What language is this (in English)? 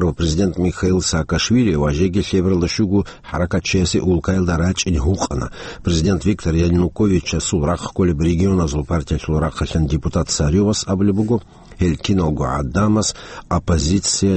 Avaric